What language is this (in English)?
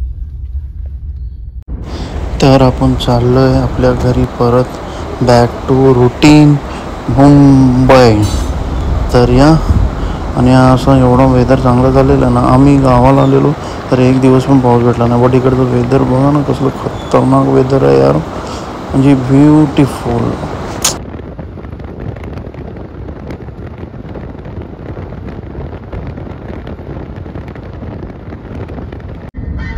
Marathi